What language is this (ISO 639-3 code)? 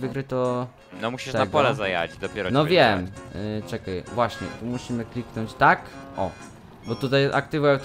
pol